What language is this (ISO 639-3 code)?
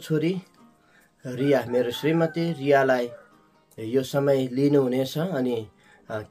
nep